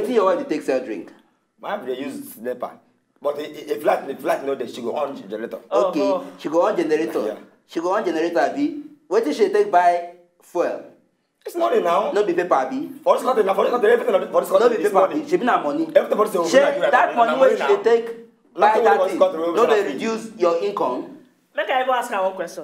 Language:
Nigerian Pidgin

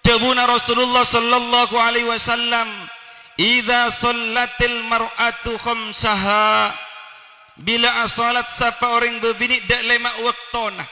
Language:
Madurese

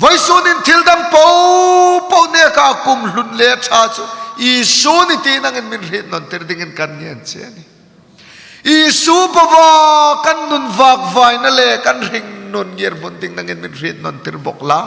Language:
Hmar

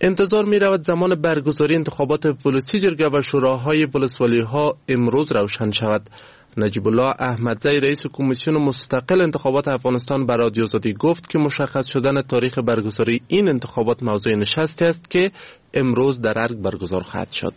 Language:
Persian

